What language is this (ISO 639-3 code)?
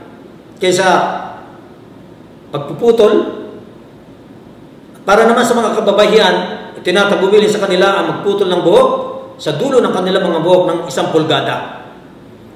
fil